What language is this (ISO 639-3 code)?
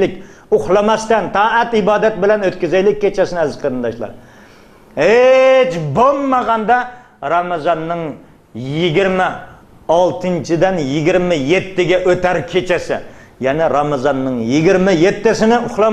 uig